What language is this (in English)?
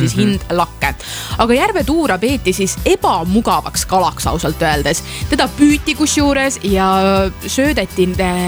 Estonian